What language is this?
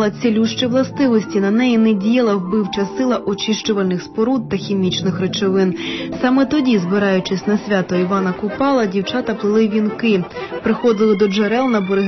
Ukrainian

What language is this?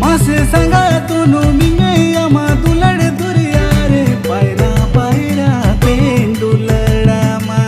Santali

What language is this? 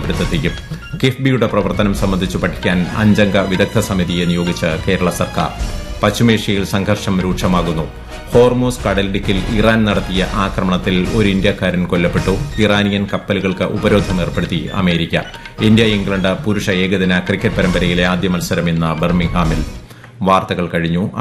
Malayalam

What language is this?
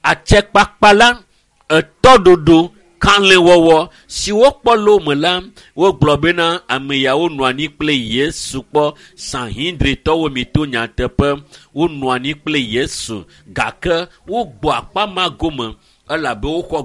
Ewe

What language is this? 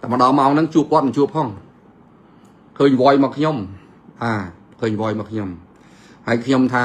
Khmer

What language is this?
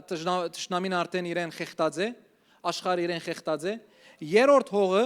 Western Armenian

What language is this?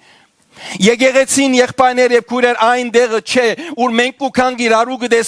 Western Armenian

